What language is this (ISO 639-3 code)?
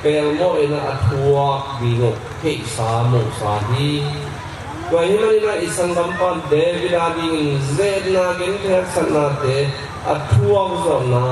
ctd